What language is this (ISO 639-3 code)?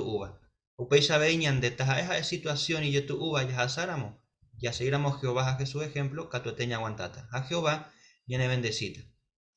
grn